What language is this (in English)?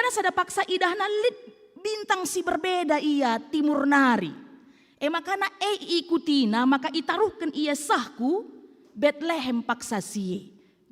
Batak Karo